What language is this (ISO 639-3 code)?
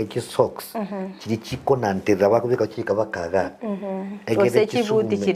guz